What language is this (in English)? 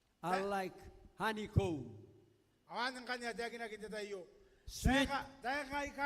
Gilbertese